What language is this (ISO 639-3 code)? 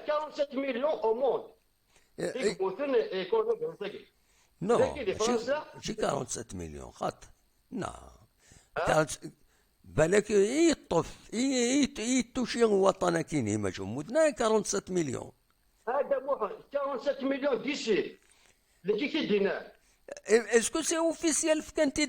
kab